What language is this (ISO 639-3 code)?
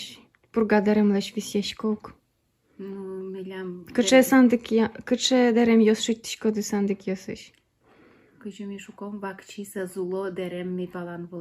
udm